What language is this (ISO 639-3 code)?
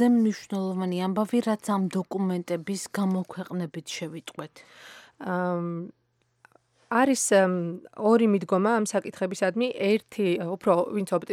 kat